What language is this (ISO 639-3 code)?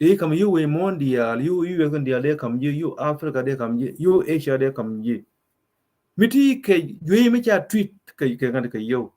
nus